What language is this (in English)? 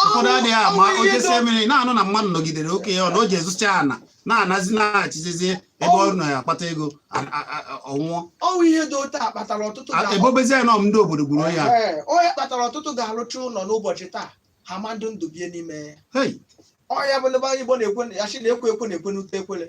Igbo